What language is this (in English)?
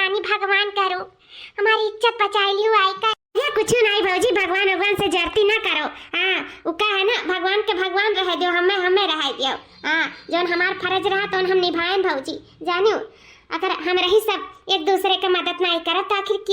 Awadhi